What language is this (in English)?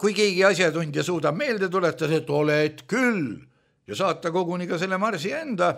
Estonian